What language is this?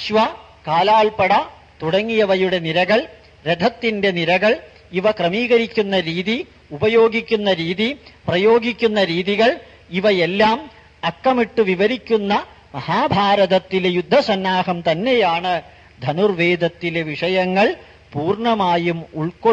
Malayalam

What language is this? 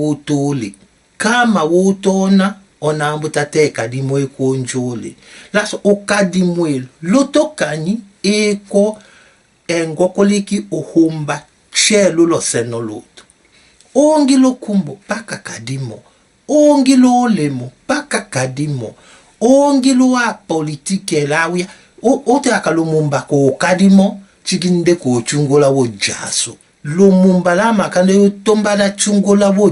Tetela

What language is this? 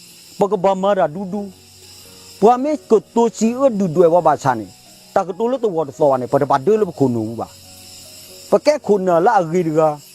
S'gaw Karen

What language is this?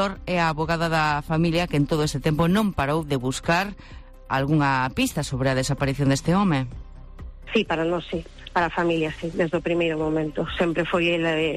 Galician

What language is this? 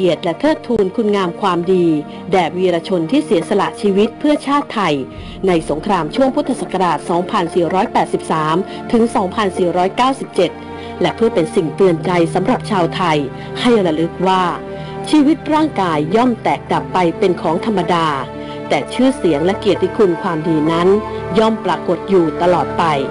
Thai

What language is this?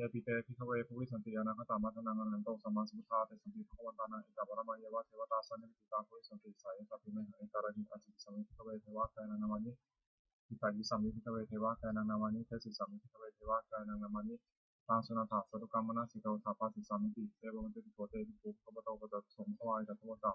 Pali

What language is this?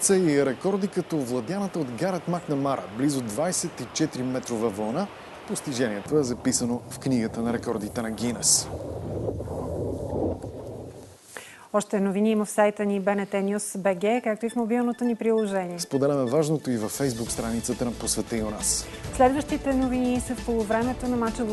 Bulgarian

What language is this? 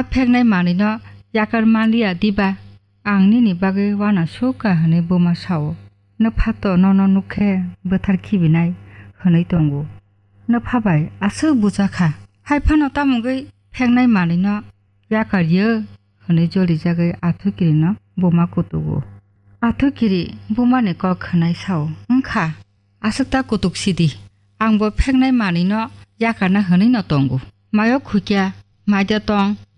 Kok Borok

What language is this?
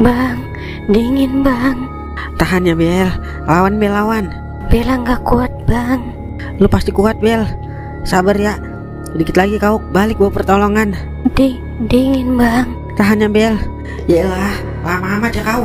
Betawi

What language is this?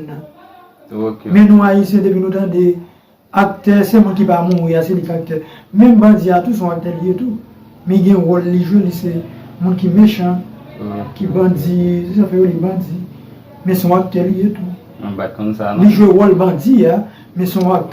Haitian Creole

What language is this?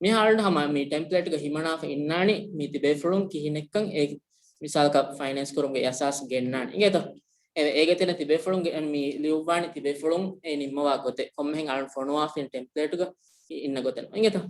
Divehi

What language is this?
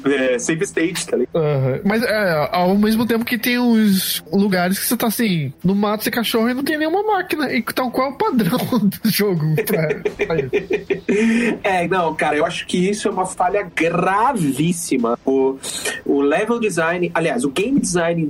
Portuguese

